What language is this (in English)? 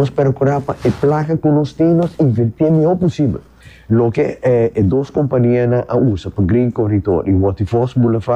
Papiamento